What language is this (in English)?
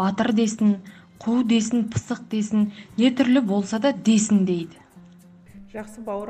Kazakh